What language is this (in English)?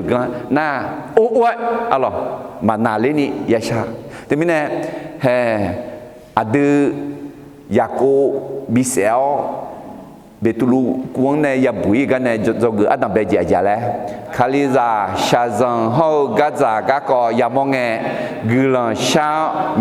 Akha